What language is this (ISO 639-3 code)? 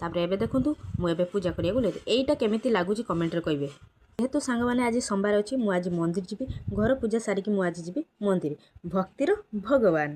ori